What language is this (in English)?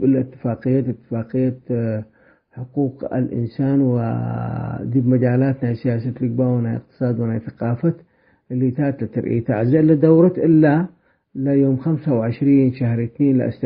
Tigre